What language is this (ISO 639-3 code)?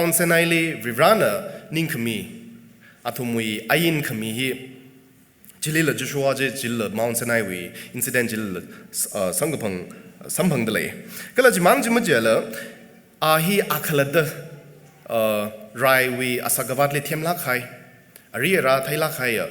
nmf